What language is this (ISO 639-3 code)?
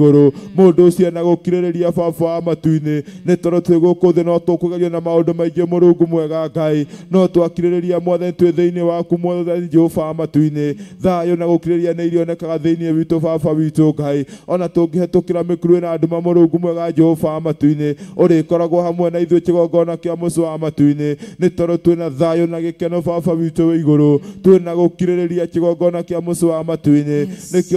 kik